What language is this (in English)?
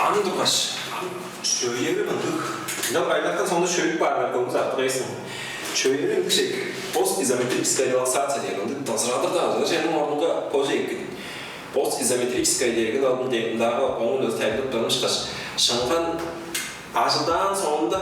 Tuvinian